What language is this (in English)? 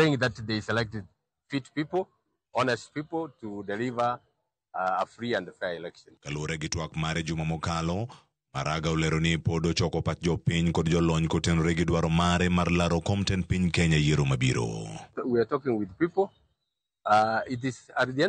Luo (Kenya and Tanzania)